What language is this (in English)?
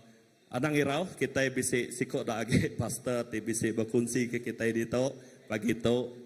Iban